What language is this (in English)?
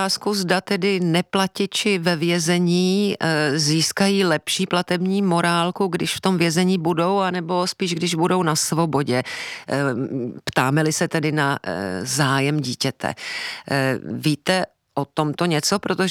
Czech